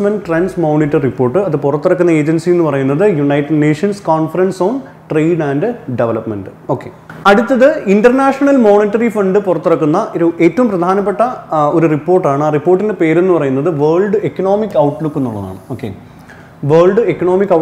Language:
Malayalam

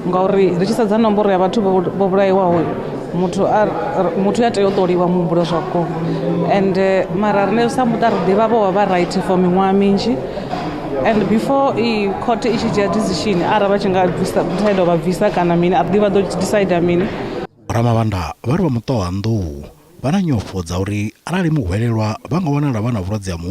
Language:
Venda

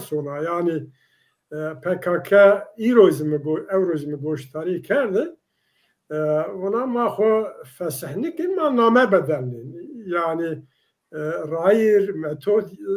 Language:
Zaza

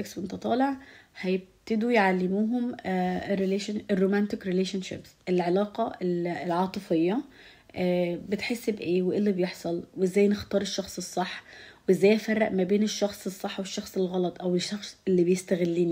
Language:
Egyptian Arabic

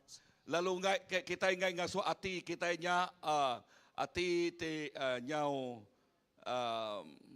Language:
Iban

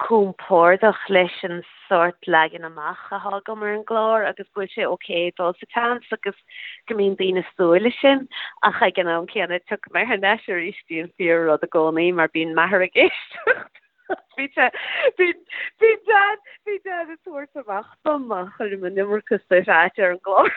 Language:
Irish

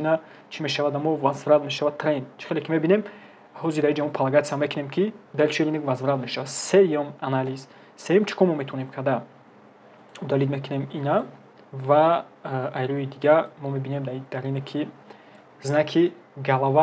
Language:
Tajik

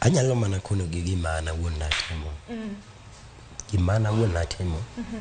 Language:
Luo (Kenya and Tanzania)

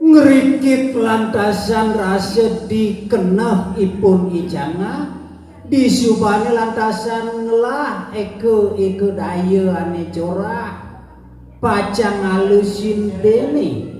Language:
Balinese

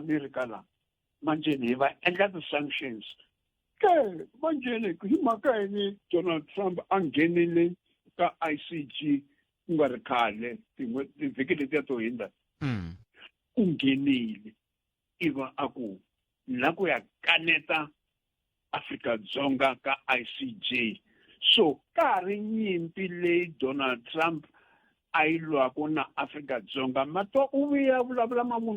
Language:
Tsonga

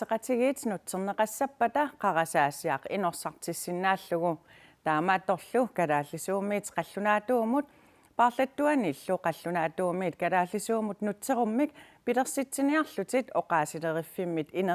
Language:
Kalaallisut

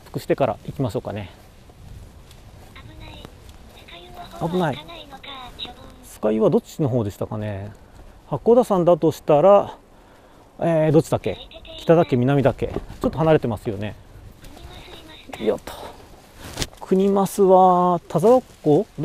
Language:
Japanese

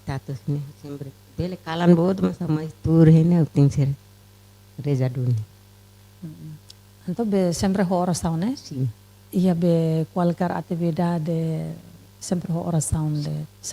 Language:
Tetum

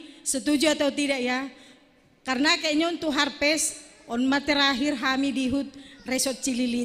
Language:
Batak Simalungun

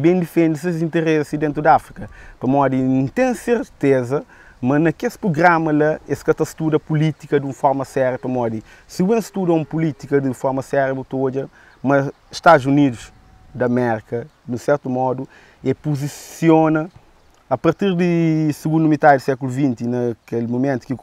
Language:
Kabuverdianu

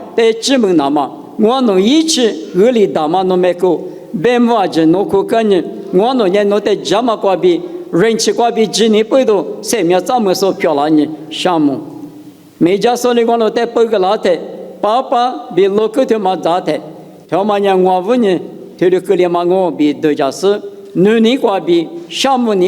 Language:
Lisu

